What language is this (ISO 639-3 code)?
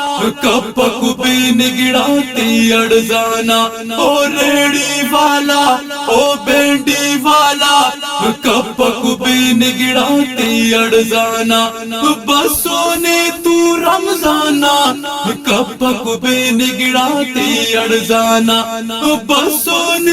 brh